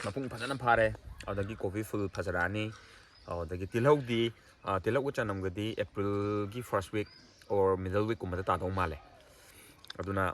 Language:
Manipuri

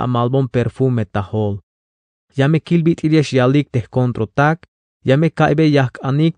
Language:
Tzeltal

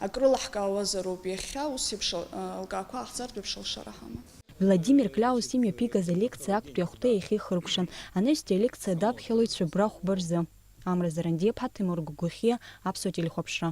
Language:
Abkhazian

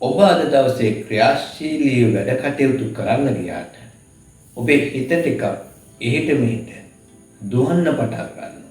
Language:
Sinhala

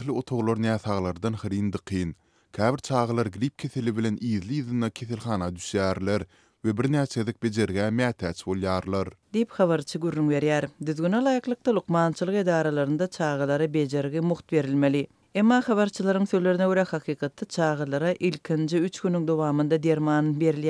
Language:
Turkmen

